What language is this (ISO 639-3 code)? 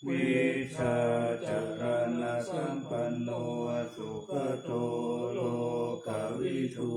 pli